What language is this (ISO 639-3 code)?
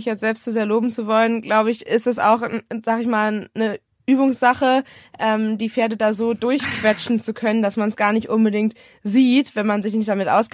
deu